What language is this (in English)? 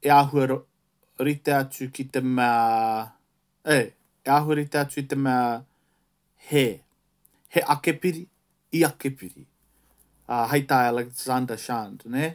Māori